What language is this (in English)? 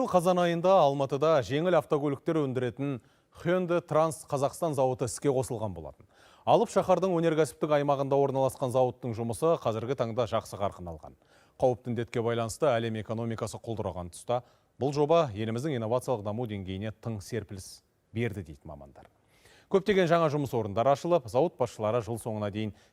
Kazakh